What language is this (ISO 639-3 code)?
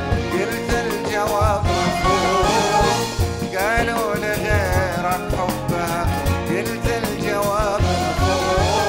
ara